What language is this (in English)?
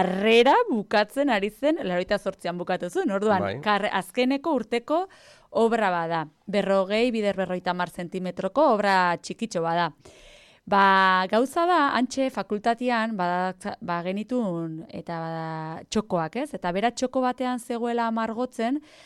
Basque